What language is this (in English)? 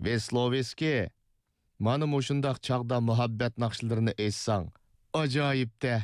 Uyghur